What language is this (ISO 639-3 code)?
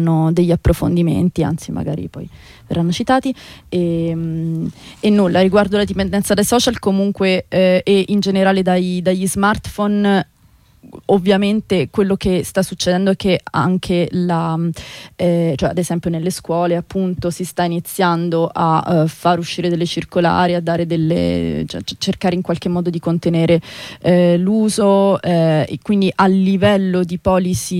ita